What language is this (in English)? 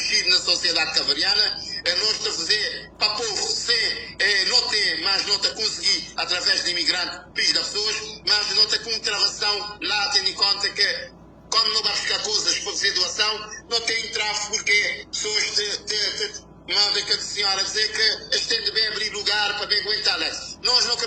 Kabuverdianu